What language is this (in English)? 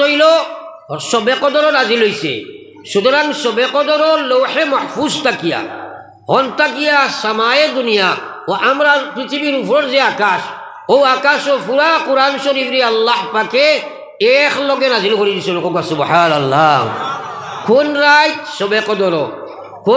Sylheti